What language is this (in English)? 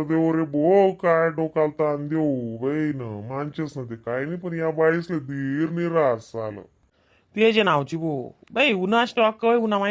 Khandesi